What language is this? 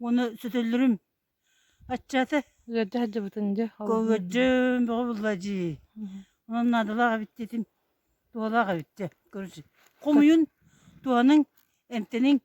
Yakut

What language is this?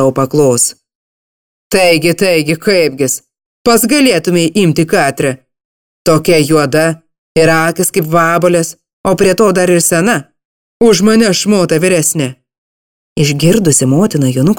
Lithuanian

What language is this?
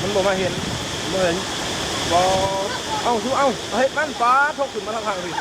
Lao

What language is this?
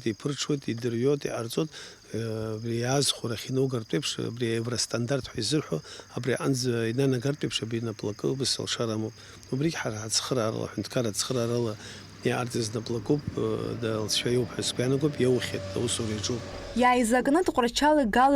Abkhazian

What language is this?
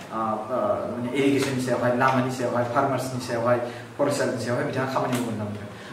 Bodo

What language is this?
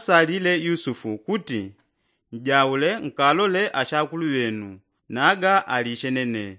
Yao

